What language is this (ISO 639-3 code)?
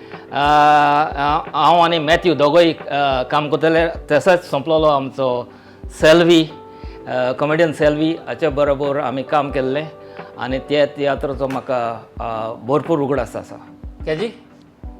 kok